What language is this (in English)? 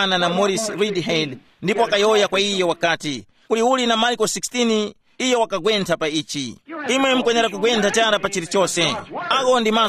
Tumbuka